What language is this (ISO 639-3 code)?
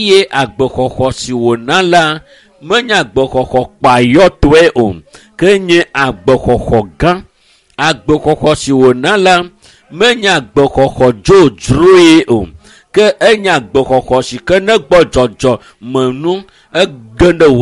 ewe